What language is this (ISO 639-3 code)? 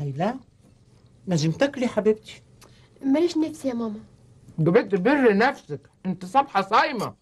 arz